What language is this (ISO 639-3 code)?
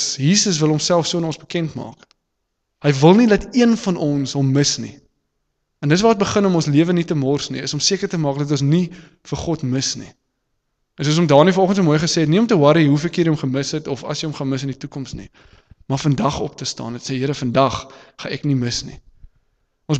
afr